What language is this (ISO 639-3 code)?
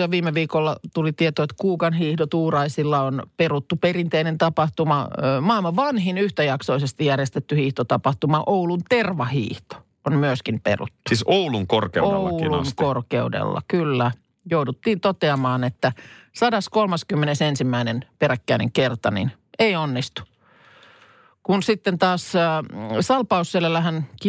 fin